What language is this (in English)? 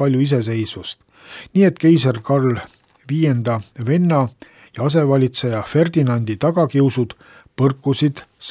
Estonian